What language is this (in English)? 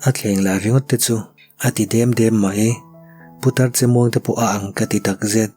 Mizo